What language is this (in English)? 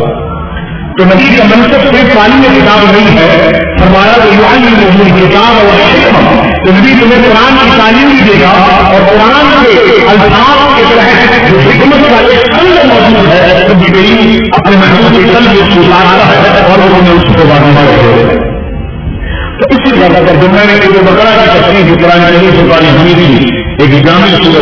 Urdu